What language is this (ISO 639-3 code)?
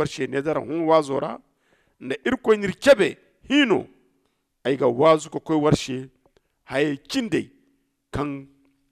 dje